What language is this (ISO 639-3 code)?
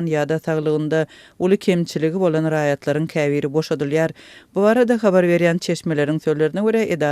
tuk